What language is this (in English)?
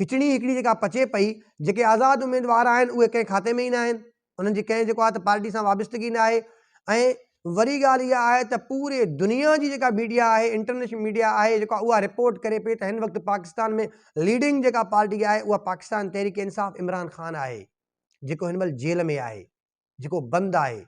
Sindhi